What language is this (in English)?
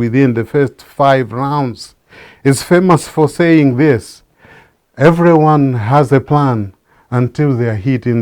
English